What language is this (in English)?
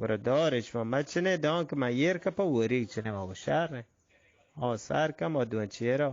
Eastern Balochi